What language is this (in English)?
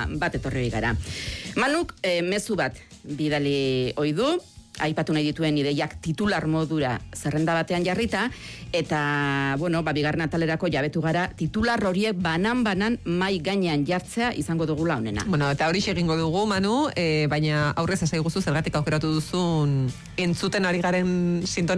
Basque